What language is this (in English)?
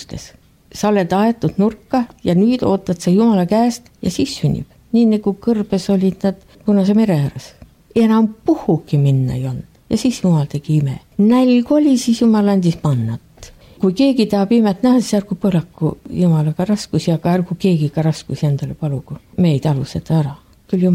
Estonian